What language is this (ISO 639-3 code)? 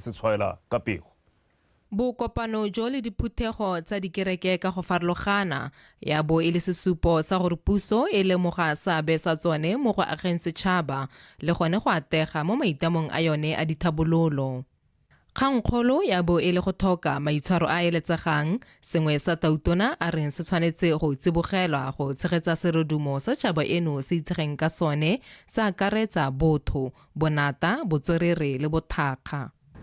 tsn